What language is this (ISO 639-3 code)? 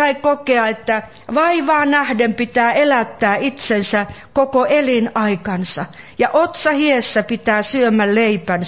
fin